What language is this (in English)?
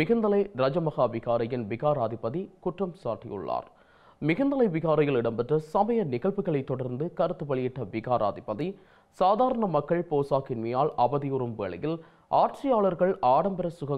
Tamil